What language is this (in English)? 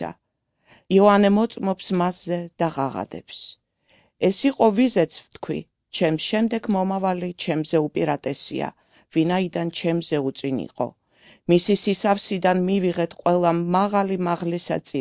Georgian